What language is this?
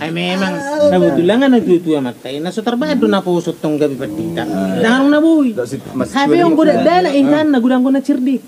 Batak Toba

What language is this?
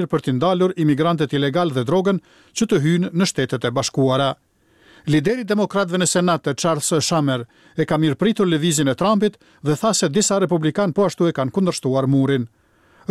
Albanian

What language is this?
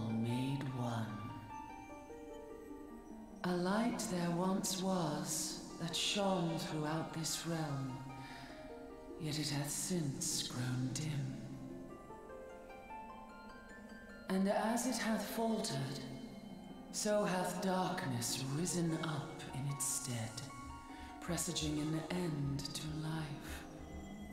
English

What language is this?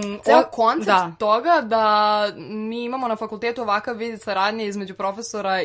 Serbian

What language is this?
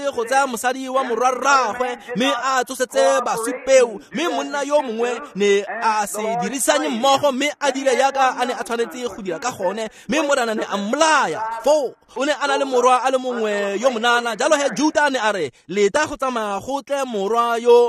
Tswana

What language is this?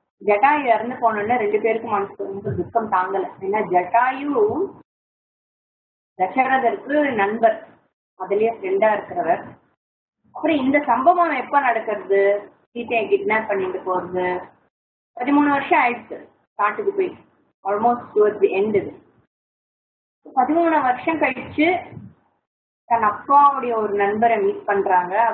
Tamil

